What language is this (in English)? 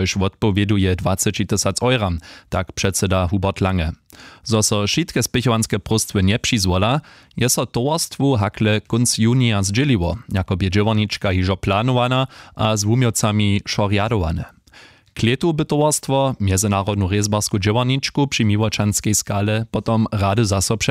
Upper Sorbian